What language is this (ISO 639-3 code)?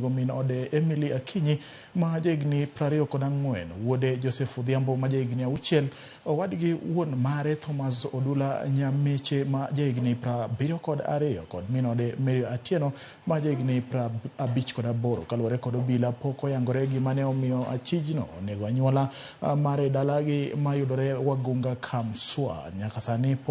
luo